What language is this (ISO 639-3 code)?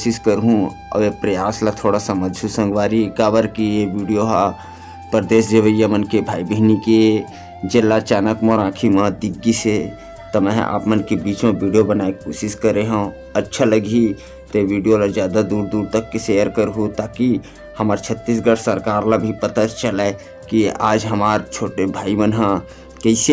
hne